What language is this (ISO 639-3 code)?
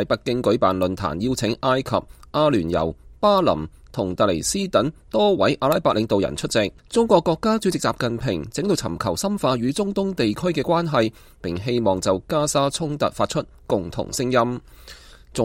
yue